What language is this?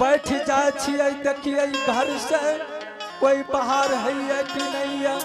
Angika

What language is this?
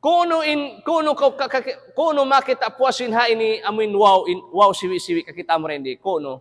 Tausug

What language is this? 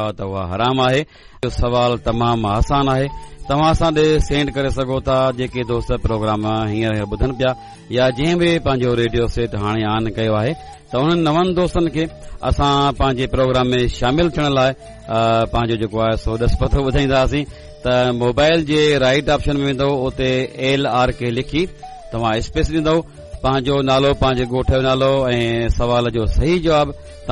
Sindhi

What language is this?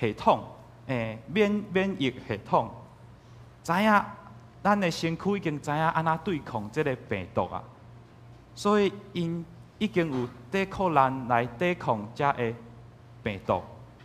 Min Nan Chinese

